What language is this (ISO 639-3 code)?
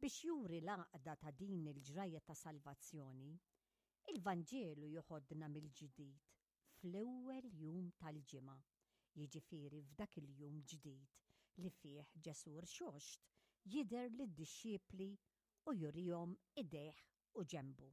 mlt